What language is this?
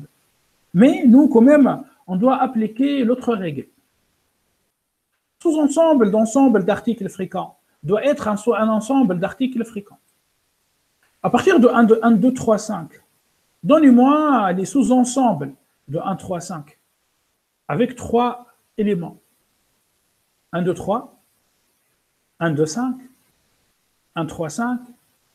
French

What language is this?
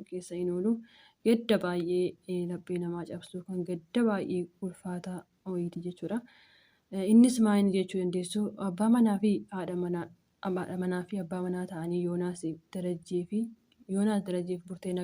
Oromo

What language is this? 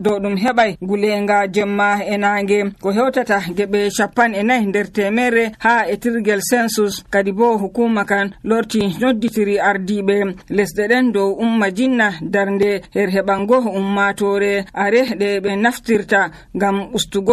Nigerian Fulfulde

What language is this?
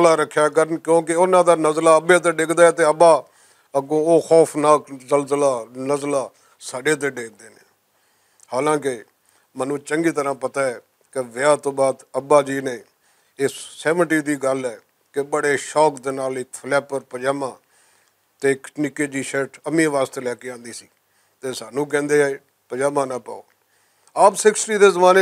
Western Panjabi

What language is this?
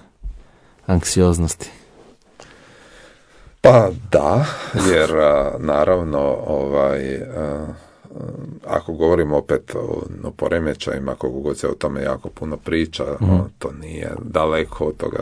Croatian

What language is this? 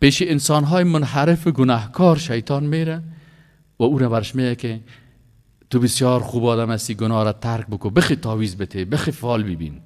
Persian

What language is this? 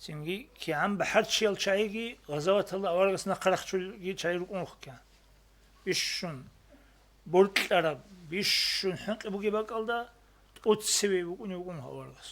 Avaric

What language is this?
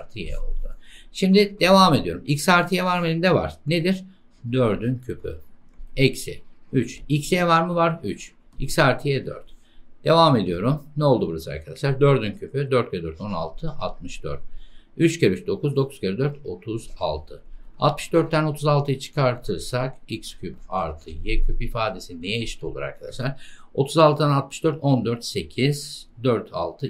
Turkish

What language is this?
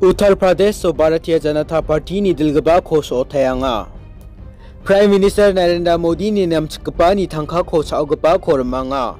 Garo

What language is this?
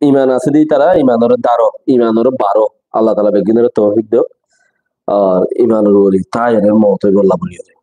Rohingya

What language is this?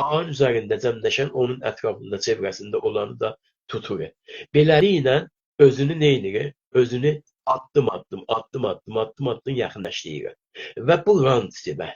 South Azerbaijani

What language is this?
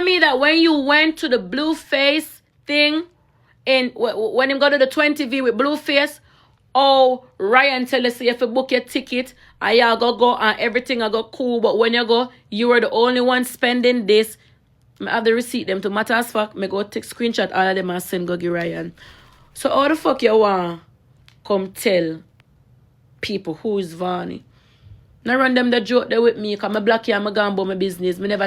Jamaican Creole English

